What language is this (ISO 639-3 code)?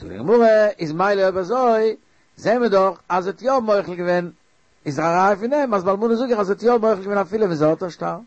yid